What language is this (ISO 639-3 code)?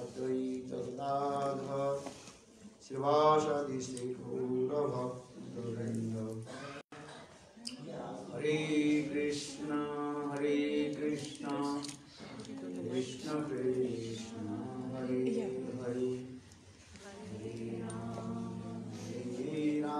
hin